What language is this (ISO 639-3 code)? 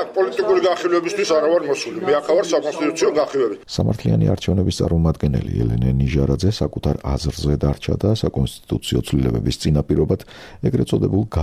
kat